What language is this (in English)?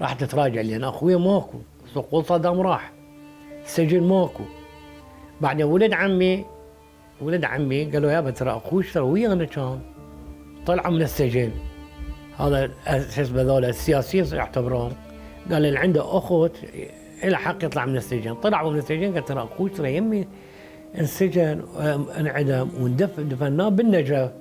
Mesopotamian Arabic